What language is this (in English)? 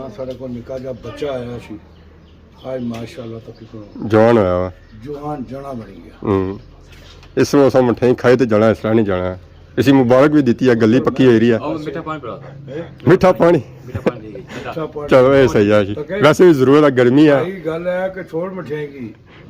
Pahari-Potwari